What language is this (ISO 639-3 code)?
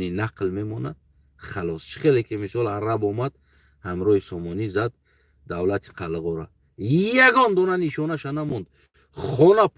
tgk